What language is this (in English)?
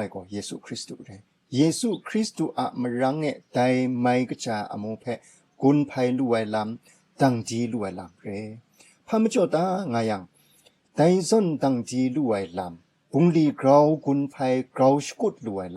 Kachin